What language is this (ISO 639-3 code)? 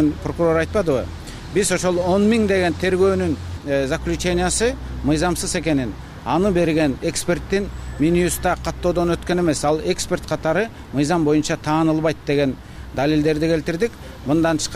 kir